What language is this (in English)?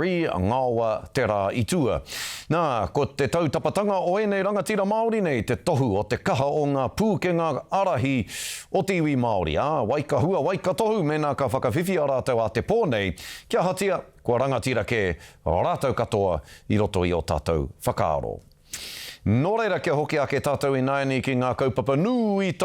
Māori